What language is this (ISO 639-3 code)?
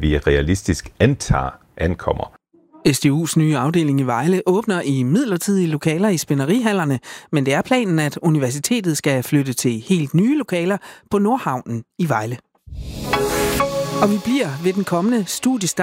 dan